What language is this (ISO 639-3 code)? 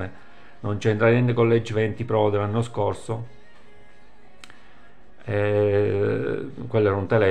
ita